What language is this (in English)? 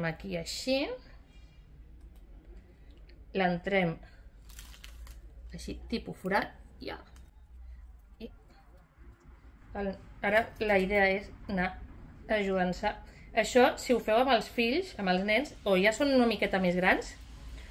Catalan